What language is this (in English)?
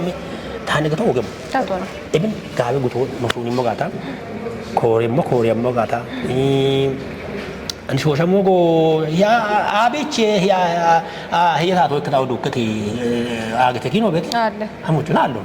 Kafa